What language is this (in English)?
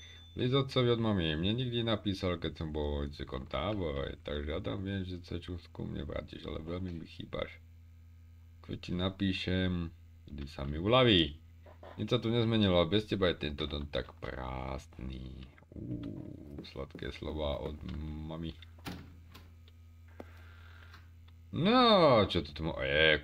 Slovak